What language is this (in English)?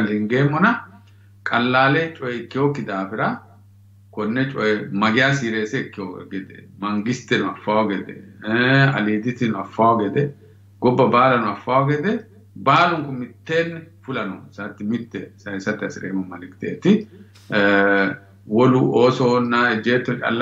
Sidamo